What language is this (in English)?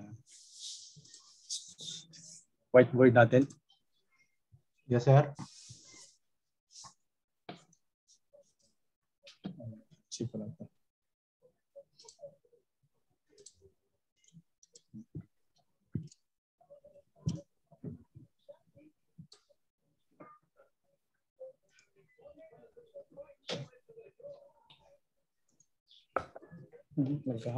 Filipino